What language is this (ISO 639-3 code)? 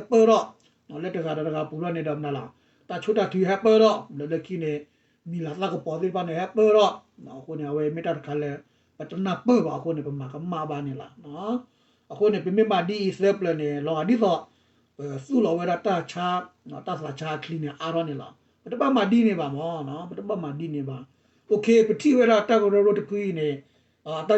ksw